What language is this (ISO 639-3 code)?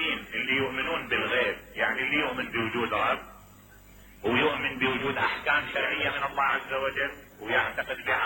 acm